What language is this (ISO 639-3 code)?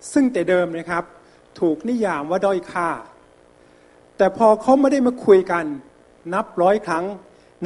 tha